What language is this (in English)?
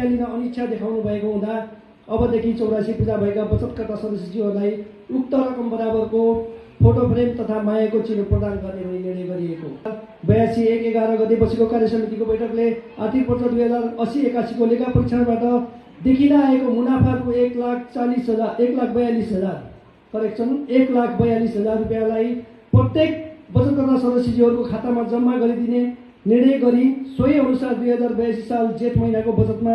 Nepali